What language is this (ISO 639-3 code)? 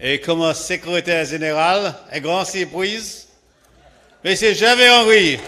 crs